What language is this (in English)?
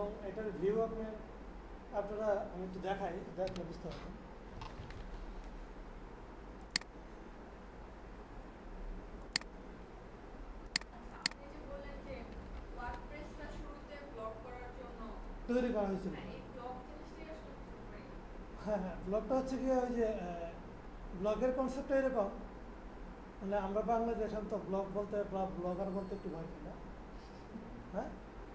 Bangla